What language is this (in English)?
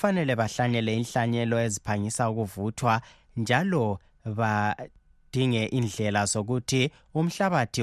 North Ndebele